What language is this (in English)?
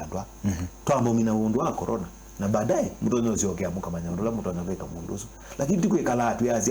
Kamba